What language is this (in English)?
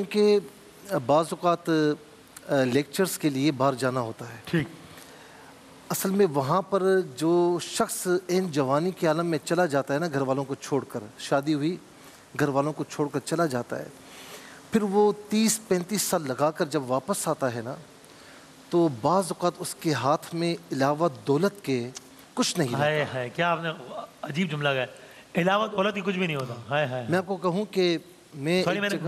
Urdu